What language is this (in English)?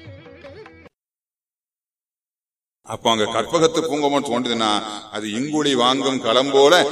Tamil